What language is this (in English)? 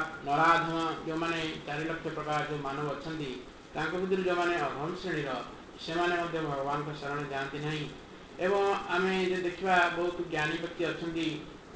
Odia